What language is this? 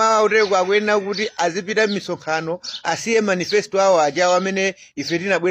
Nyanja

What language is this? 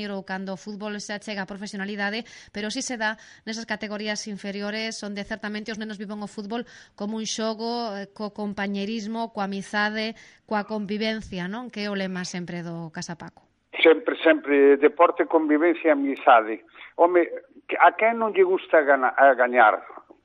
Galician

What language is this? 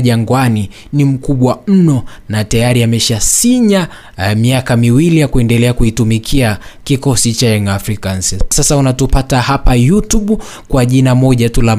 Swahili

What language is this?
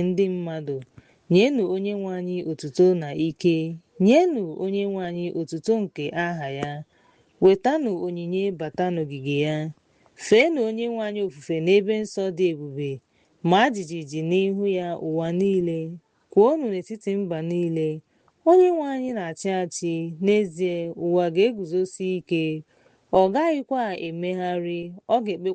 Igbo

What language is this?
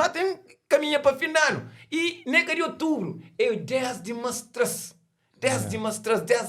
Kabuverdianu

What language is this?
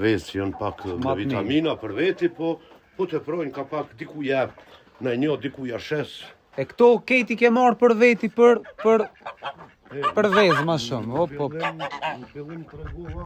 Albanian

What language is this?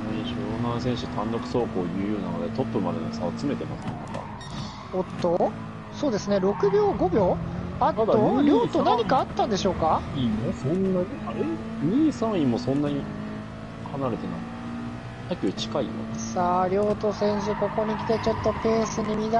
Japanese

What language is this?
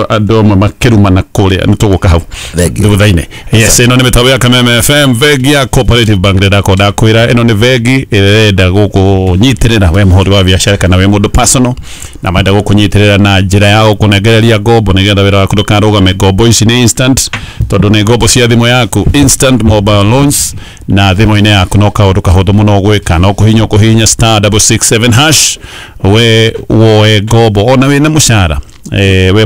Kikuyu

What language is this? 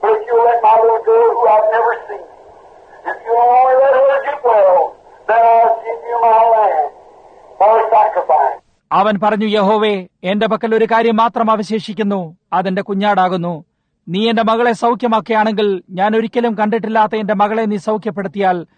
Malayalam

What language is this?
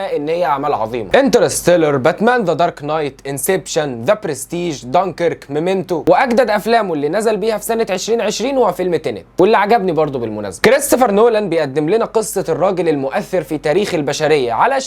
Egyptian Arabic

